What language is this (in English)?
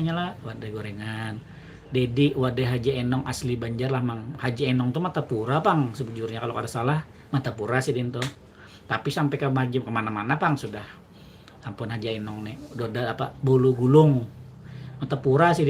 Banjar